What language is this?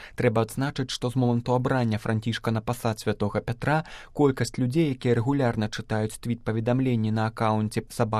Belarusian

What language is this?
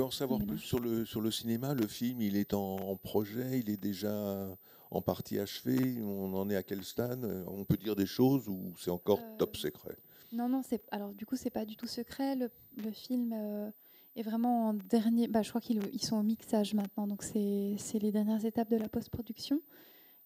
French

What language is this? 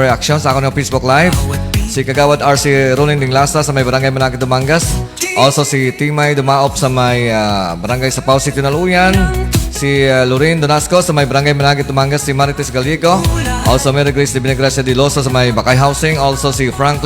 Hiligaynon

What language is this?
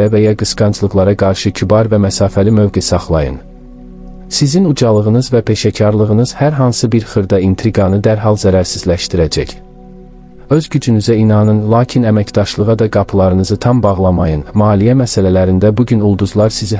Azerbaijani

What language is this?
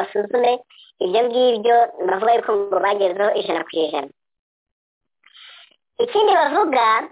Kinyarwanda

